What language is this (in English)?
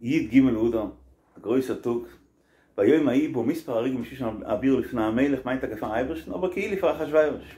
Yiddish